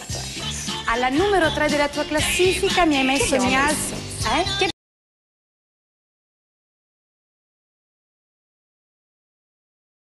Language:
Italian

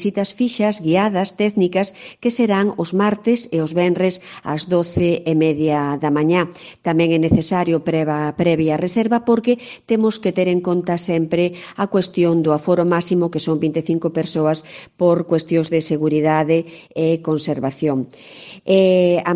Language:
Galician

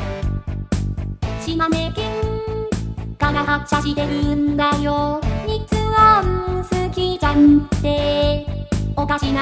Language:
Japanese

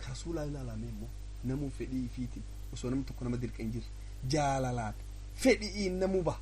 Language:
Oromo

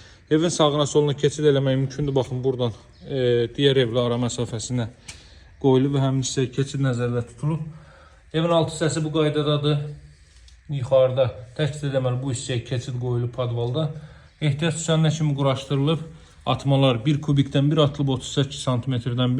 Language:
Azerbaijani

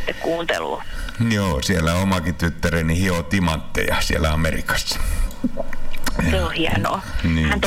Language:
Finnish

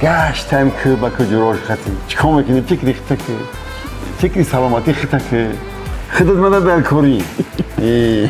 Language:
Tajik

